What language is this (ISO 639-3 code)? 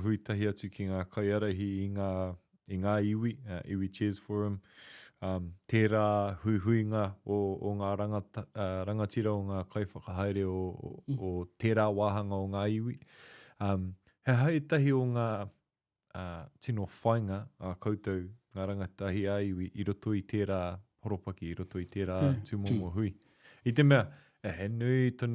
mri